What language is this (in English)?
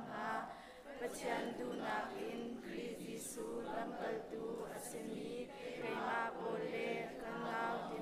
Hakha Chin